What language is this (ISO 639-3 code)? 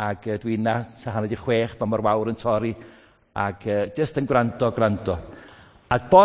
cym